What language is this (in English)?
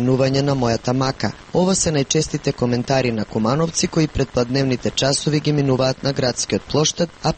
Macedonian